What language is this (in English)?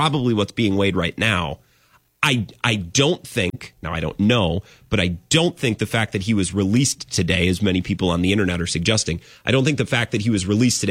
English